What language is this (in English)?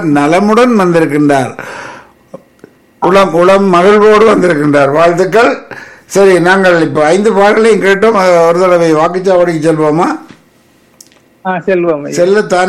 Tamil